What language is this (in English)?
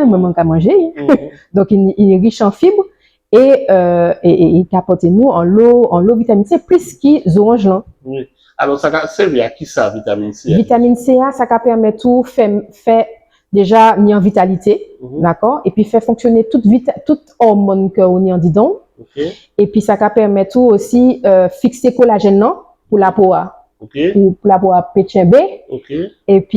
Guadeloupean Creole French